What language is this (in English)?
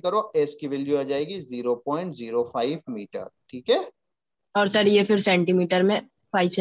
Hindi